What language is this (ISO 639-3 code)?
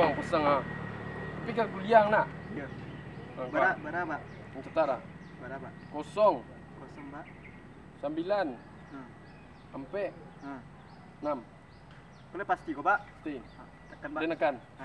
min